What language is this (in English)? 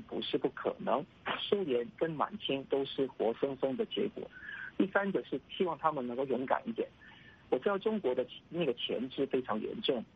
Chinese